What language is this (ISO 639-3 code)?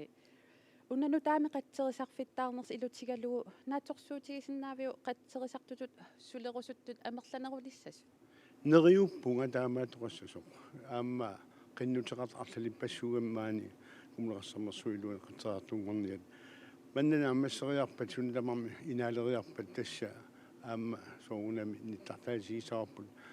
kal